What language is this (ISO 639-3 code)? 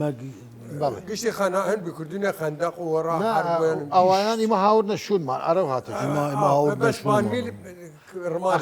sdh